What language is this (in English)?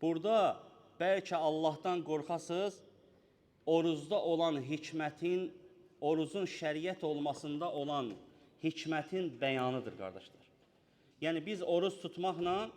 Azerbaijani